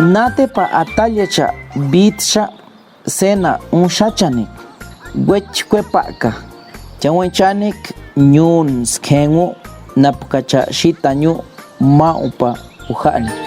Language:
Páez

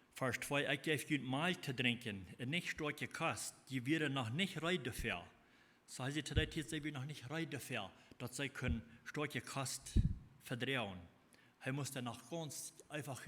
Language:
Plautdietsch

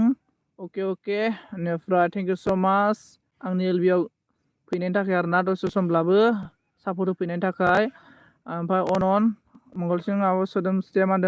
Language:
Bodo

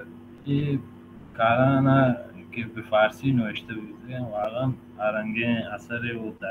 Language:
Baluchi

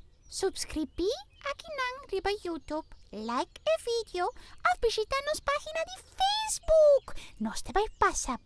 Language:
Papiamento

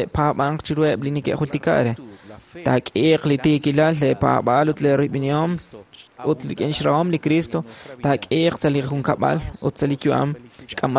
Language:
Kekchí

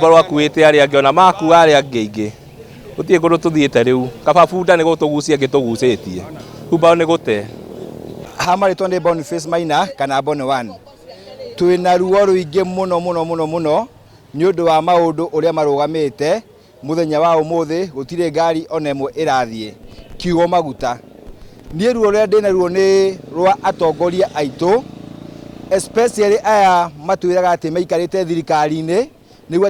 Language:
Kikuyu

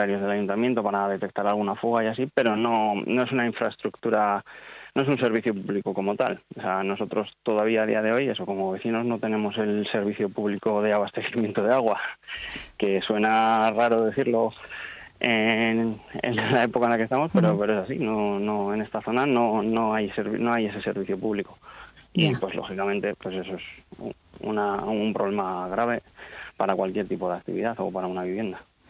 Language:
Spanish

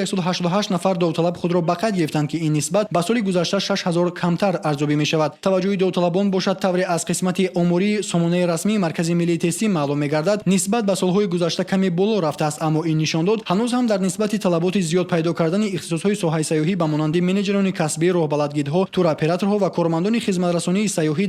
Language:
Tajik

